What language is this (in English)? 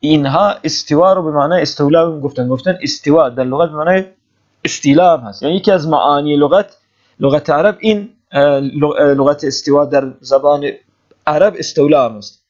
Persian